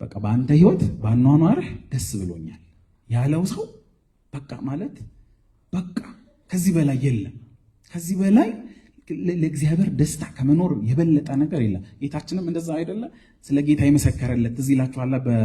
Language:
Amharic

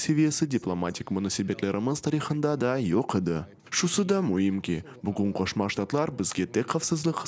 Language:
Crimean Tatar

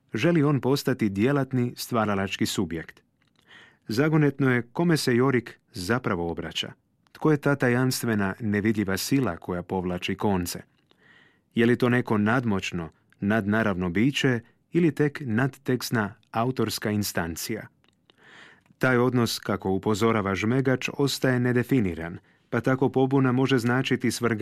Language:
Croatian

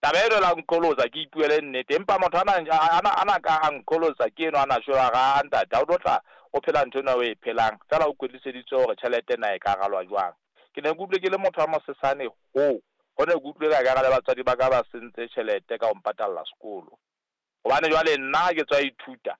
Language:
Southern Sotho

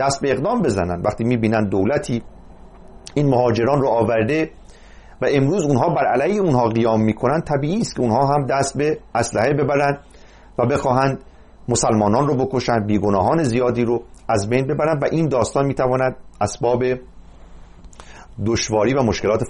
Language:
Persian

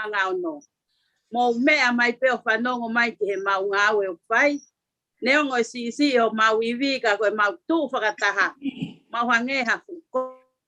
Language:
Tongan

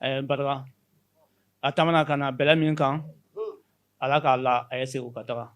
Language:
Bambara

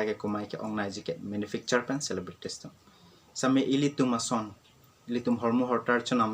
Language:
Karbi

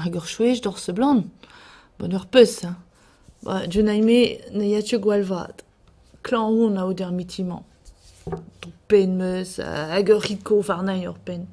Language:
Breton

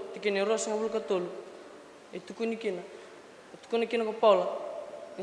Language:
Fijian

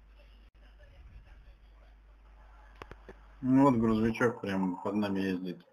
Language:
Russian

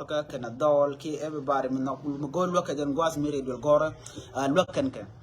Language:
Nuer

